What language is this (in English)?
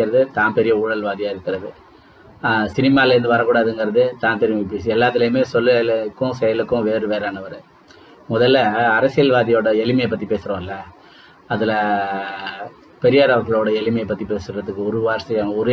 Tamil